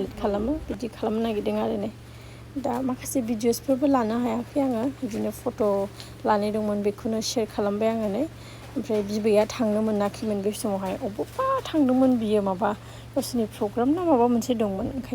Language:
Bodo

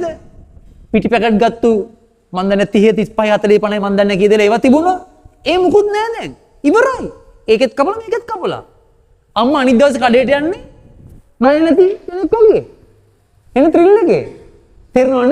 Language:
Sinhala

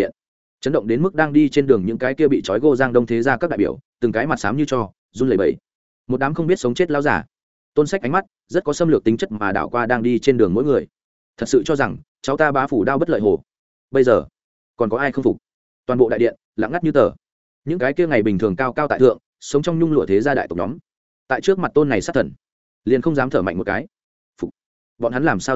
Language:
Vietnamese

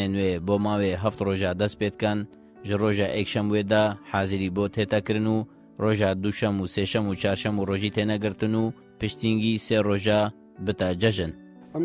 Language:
Kurdish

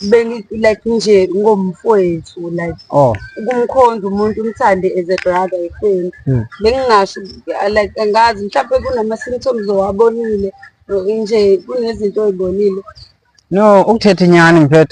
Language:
Zulu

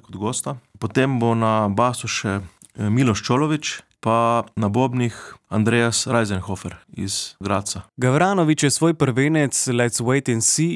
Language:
Slovenian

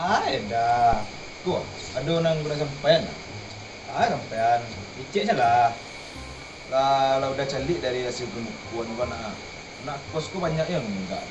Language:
Minangkabau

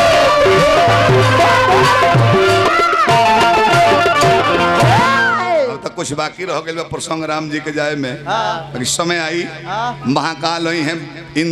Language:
Bhojpuri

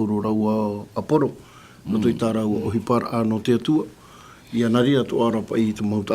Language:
Tahitian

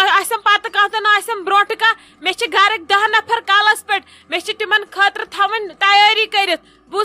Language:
Kashmiri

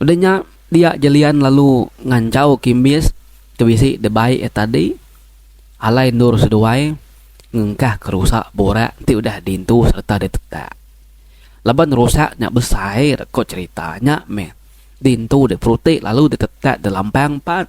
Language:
Iban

